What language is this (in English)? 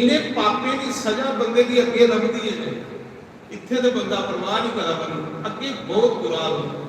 Dogri